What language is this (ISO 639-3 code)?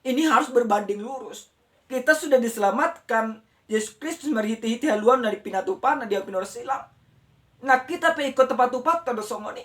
bbc